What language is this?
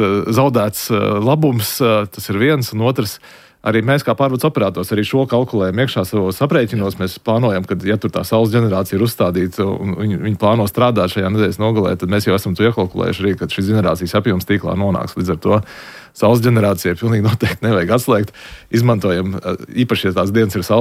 Latvian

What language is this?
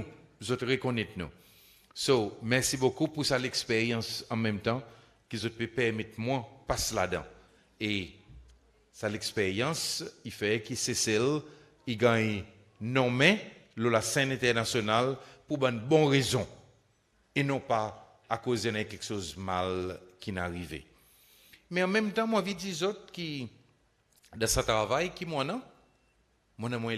Seselwa Creole French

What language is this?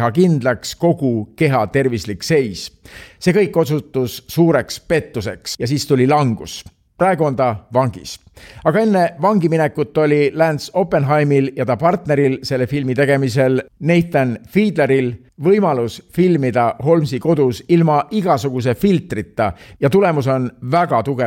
Estonian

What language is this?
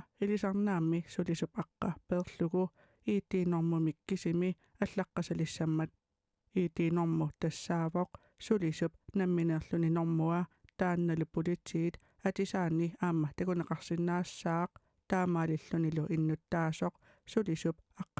Kalaallisut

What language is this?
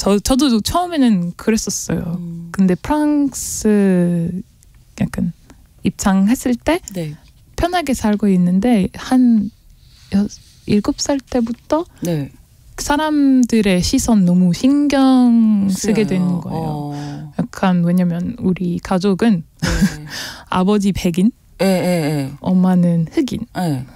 Korean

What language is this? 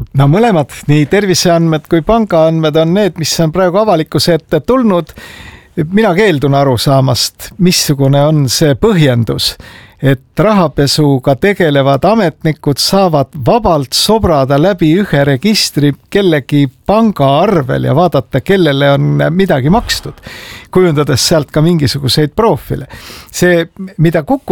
Estonian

